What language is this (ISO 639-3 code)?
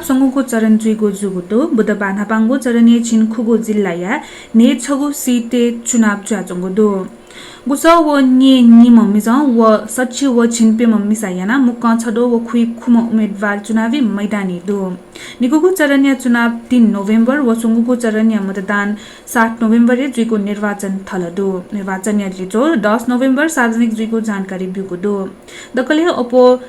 new